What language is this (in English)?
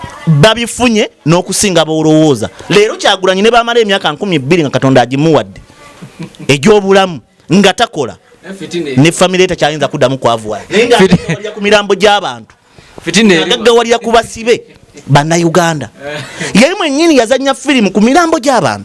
Ganda